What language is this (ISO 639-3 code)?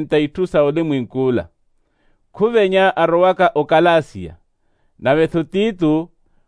vmw